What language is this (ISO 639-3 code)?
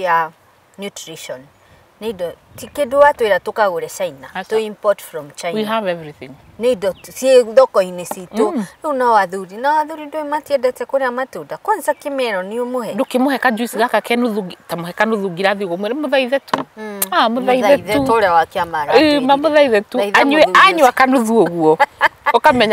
kik